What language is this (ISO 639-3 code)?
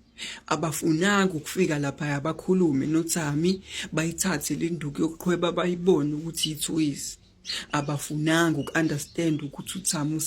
zul